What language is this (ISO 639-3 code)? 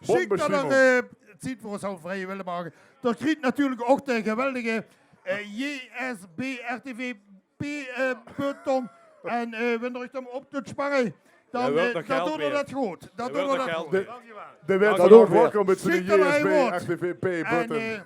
lim